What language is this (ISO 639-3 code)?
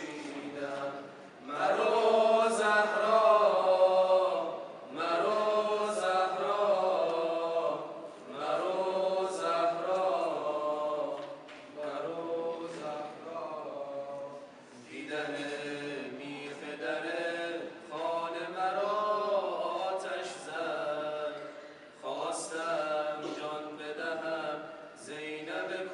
fas